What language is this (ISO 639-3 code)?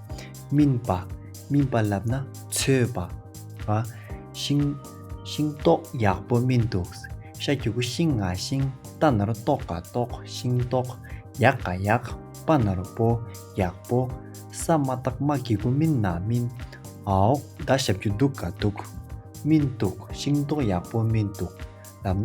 bod